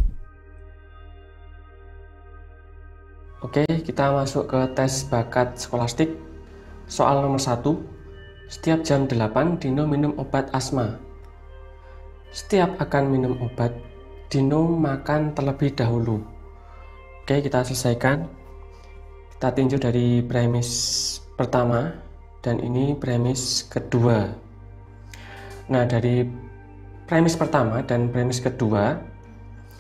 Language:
Indonesian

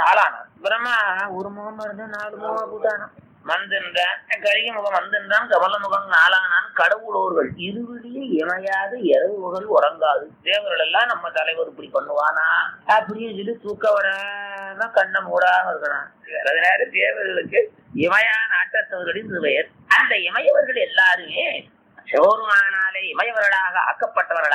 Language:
Tamil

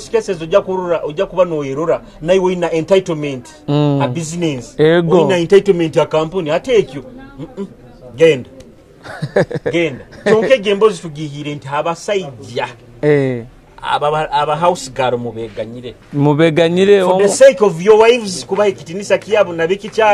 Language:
Nyoro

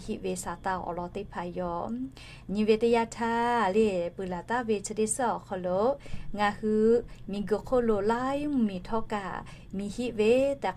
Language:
Lahu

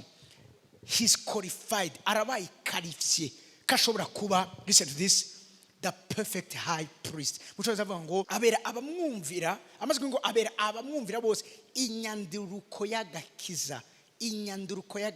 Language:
Rundi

